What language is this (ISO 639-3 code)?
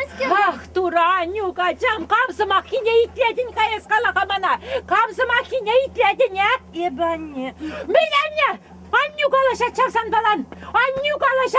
chv